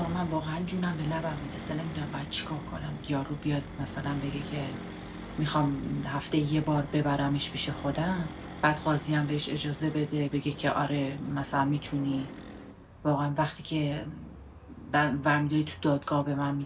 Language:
Persian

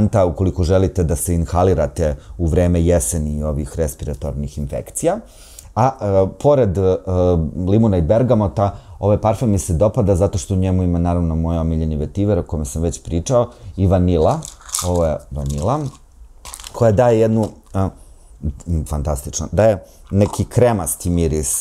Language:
Serbian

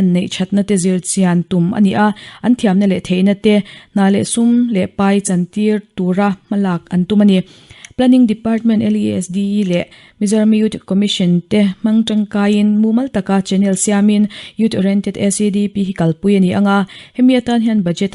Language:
Mizo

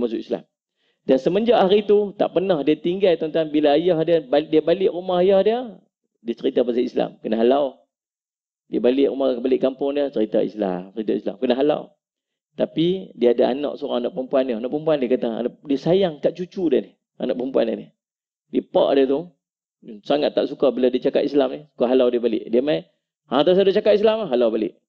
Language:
Malay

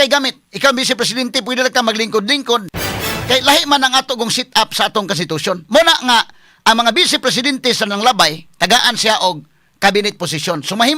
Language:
Cebuano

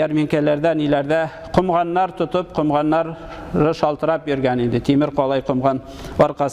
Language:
Tatar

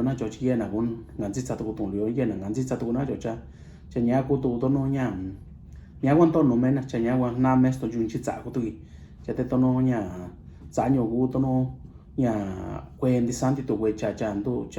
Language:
Mixtepec Mixtec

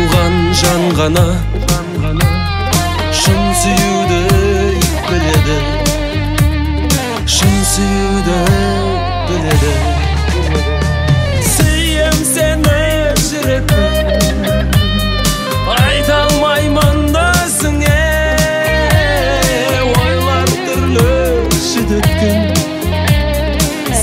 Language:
Kazakh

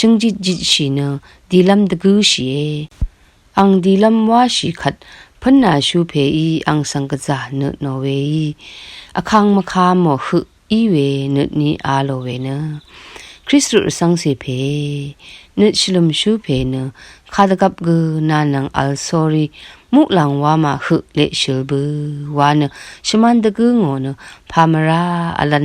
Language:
Rawang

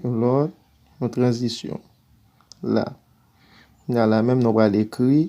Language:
Haitian Creole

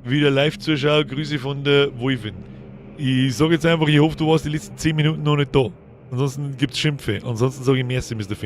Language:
Bavarian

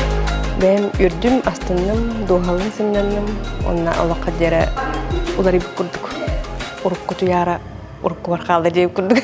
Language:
Yakut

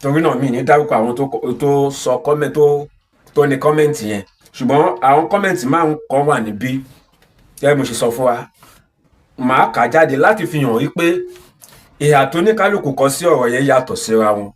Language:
Yoruba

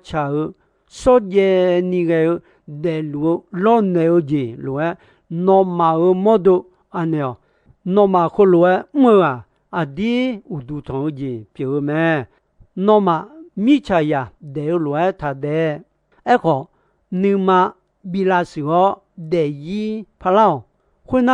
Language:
Akha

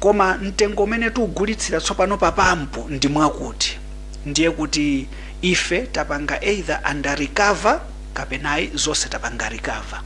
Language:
Nyanja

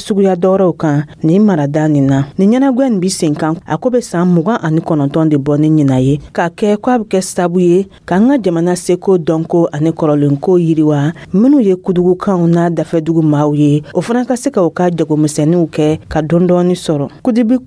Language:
Dyula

